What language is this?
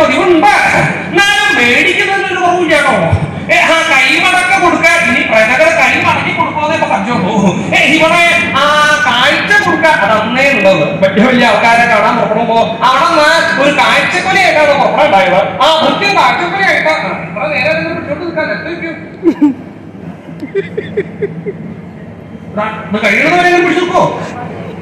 Malayalam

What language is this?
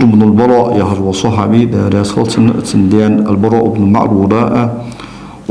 Ingush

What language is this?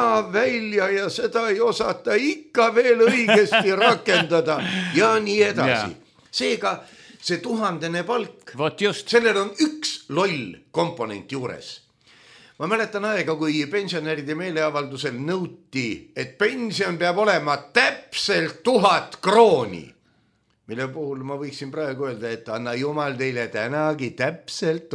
Estonian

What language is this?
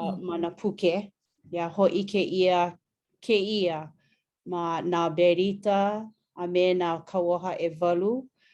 Hawaiian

